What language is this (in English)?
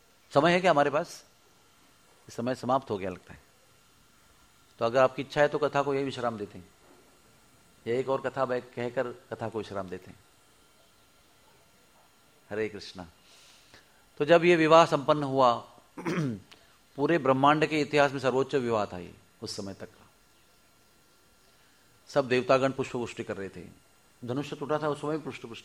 Hindi